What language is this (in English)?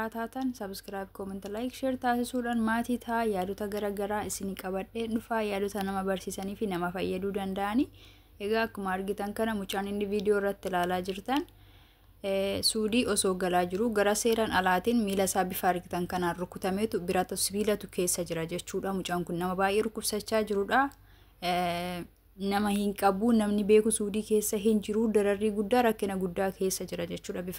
Oromo